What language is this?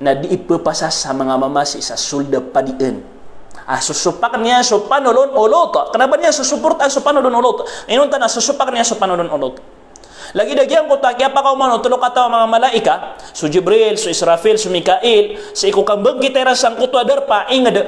Maranao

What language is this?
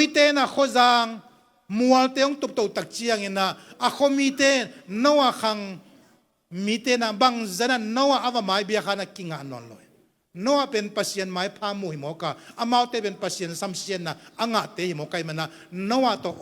Tedim Chin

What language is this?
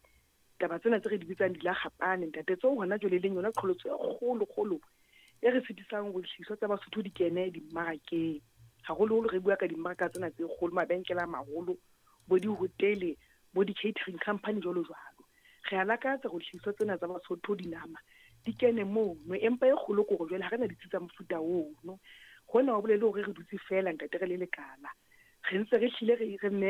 Southern Sotho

